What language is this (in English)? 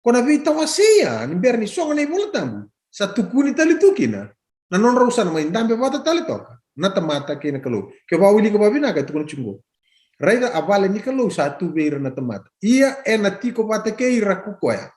Fijian